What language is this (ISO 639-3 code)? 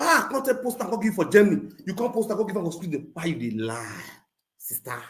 pcm